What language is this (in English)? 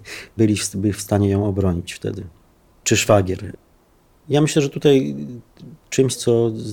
Polish